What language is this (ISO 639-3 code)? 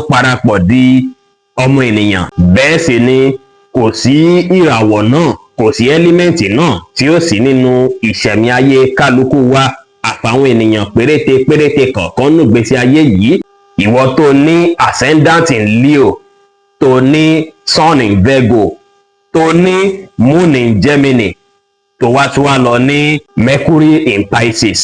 yor